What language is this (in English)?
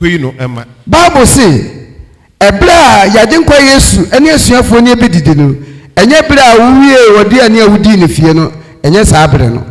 Akan